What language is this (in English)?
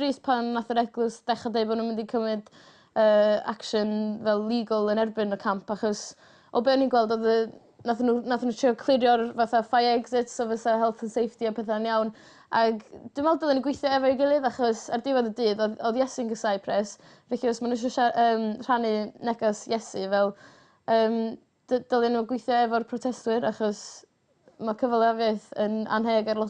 Welsh